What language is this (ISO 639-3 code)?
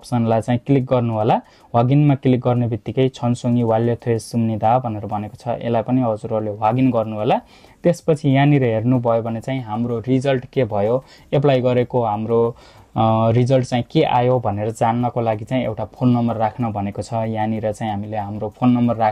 nep